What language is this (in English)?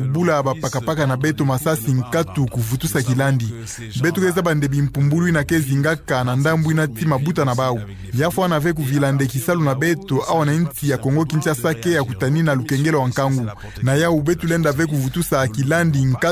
Kituba (Democratic Republic of Congo)